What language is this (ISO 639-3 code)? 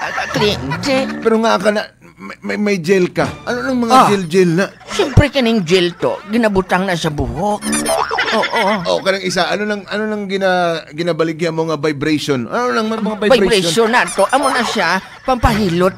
hil